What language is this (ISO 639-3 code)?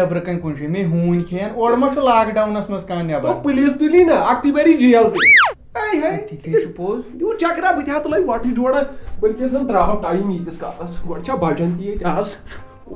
kas